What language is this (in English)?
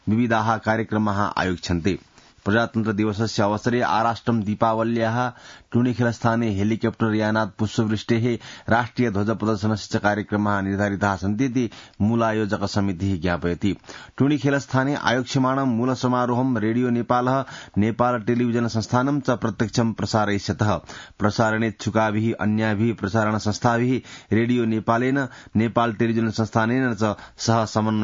Sanskrit